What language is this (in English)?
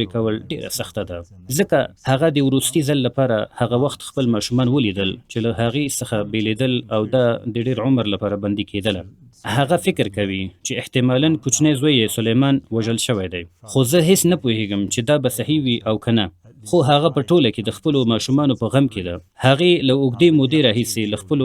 Pashto